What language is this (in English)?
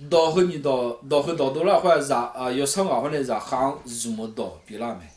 Akha